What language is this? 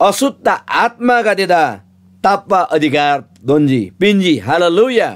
Eastern Tamang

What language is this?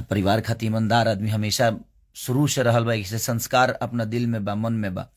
Bhojpuri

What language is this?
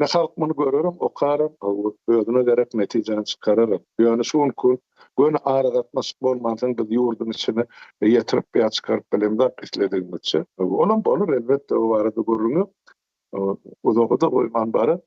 Turkmen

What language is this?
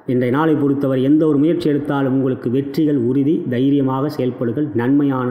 Tamil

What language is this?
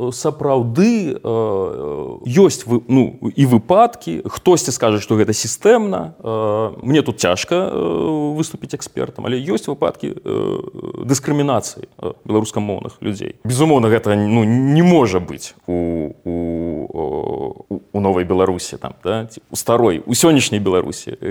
Belarusian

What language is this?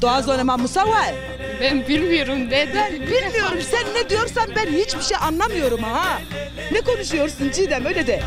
Zaza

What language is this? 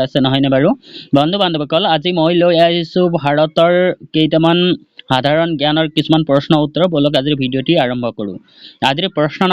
Assamese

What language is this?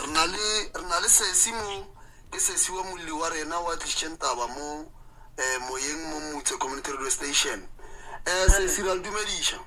Northern Sotho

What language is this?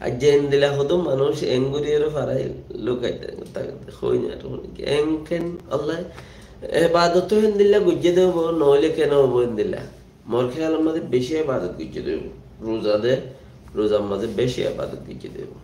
Rohingya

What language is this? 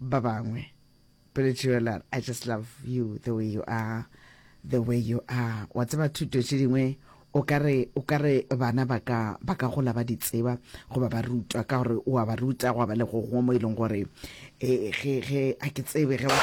Northern Sotho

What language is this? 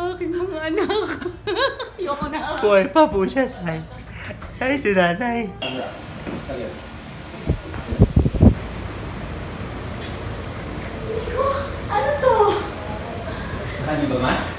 Filipino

